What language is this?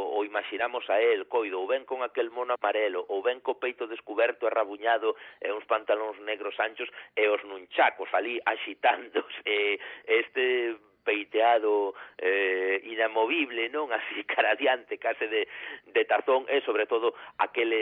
Galician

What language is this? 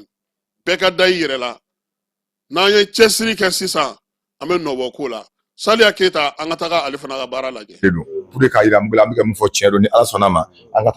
Bambara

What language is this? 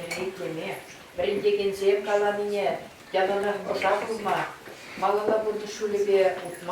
Chuvash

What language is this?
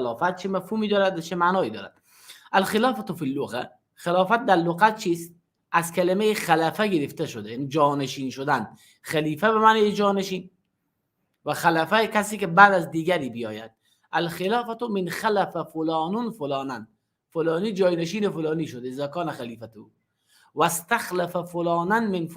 Persian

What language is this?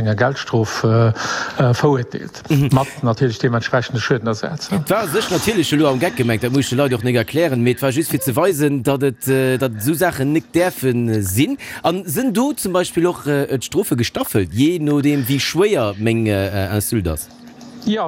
Luxembourgish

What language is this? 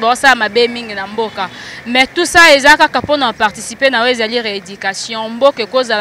Lingala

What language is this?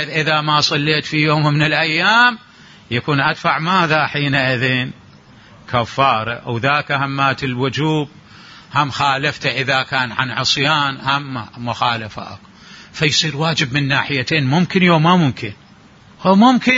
Mesopotamian Arabic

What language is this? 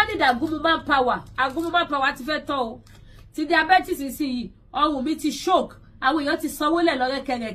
Yoruba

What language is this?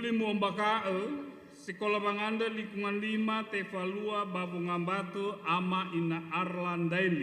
Nias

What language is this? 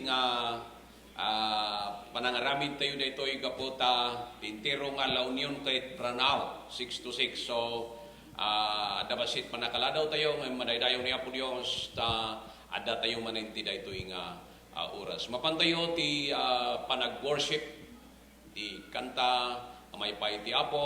Iloko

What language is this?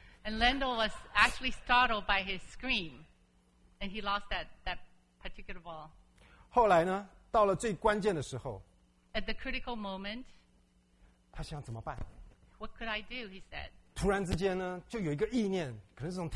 Chinese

